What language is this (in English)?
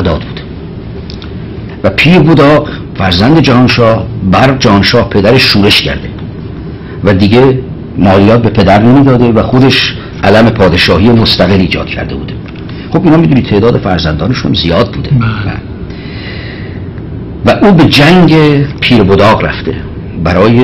Persian